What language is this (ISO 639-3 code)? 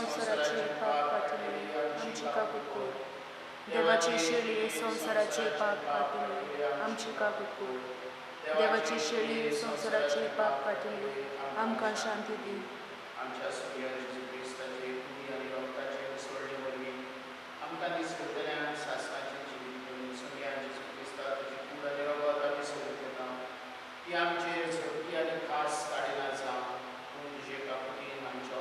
kok